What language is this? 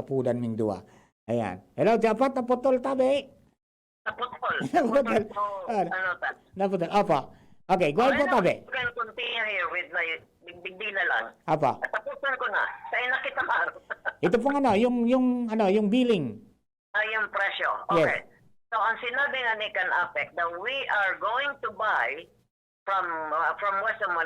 Bikol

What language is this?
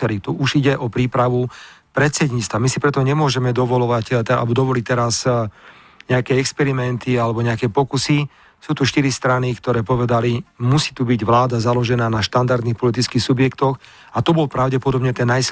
Slovak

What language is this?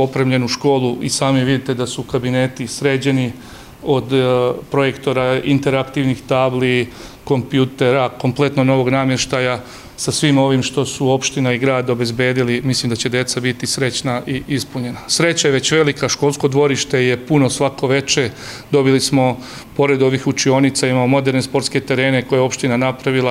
Serbian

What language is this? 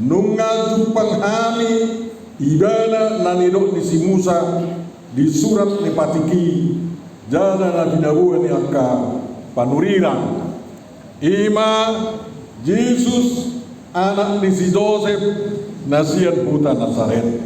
Batak Toba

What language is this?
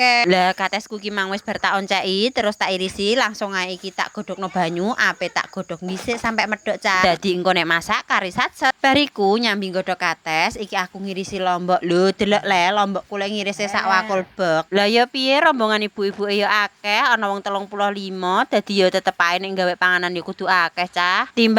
Javanese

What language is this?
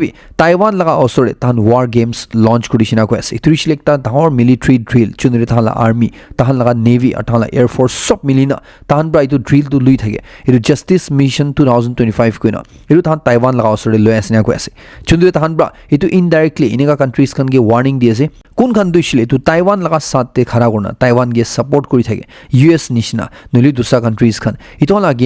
Naga Pidgin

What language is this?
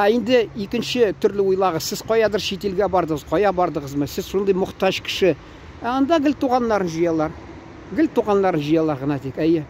Tatar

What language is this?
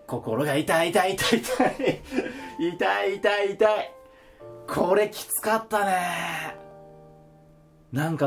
Japanese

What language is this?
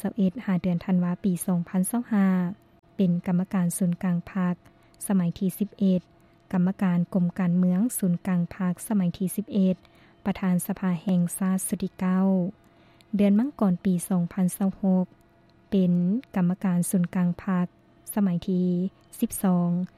Lao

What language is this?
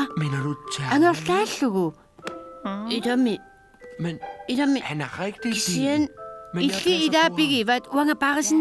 Kalaallisut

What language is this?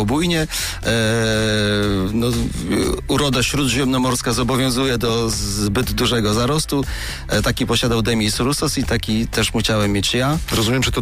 Polish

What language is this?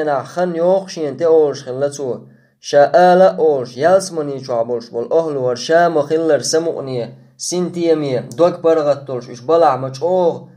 Chechen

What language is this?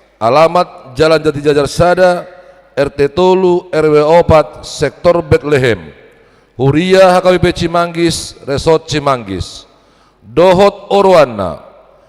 Batak Toba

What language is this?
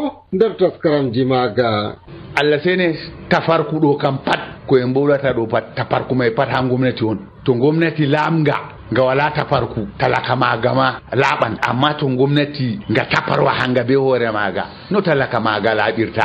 Nigerian Fulfulde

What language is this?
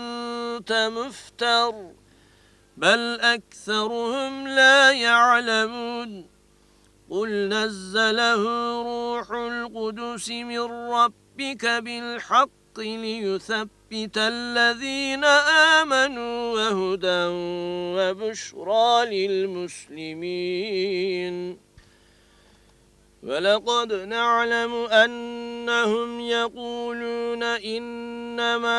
Arabic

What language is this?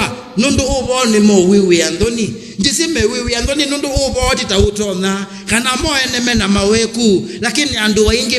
Kamba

